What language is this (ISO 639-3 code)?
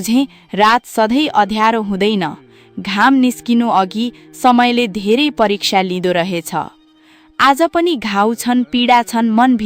nep